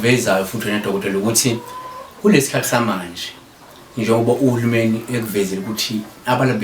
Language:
Zulu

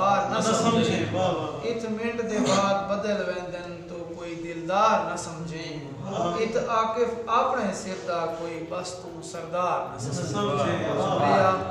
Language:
Saraiki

